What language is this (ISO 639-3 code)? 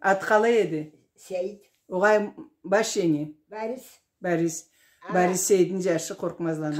krc